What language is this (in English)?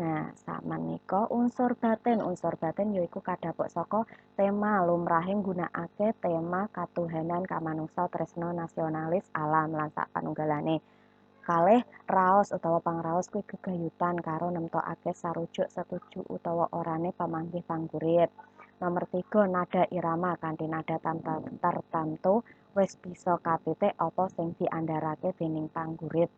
Javanese